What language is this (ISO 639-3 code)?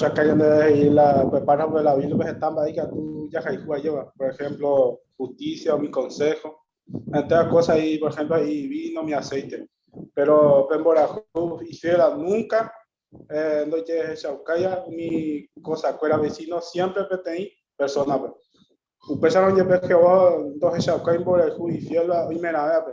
grn